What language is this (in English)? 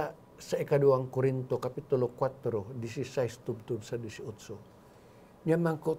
Hiligaynon